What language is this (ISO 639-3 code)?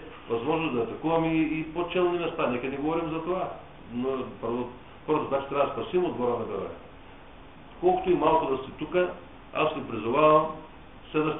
bul